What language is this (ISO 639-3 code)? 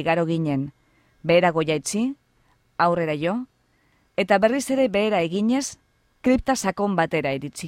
eus